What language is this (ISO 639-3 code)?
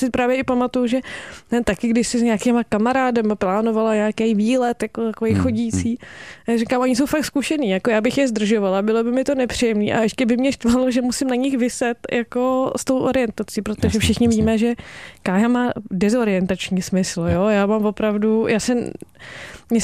ces